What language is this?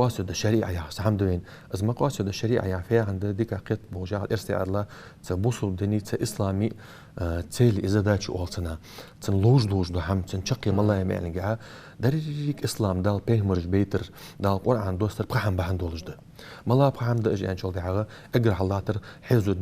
Ingush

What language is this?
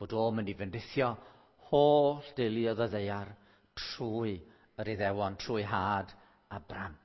Welsh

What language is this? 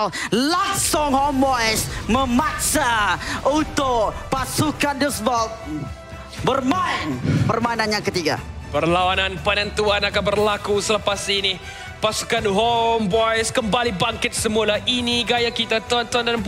Malay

